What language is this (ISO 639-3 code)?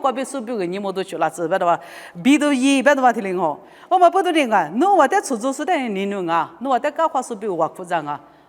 lis